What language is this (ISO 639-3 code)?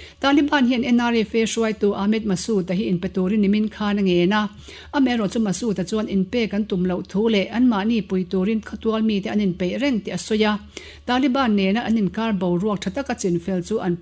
lus